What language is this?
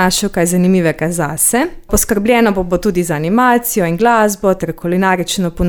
Slovenian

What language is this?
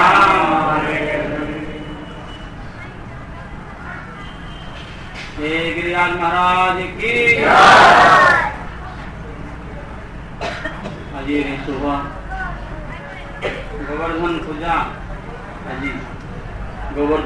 Odia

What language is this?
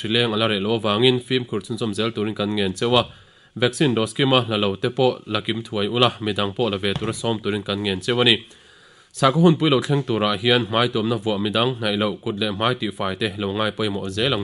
Mizo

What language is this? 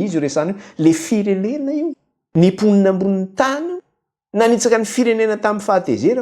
Malagasy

